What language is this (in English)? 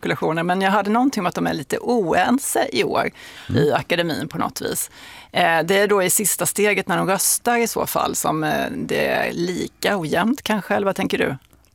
Swedish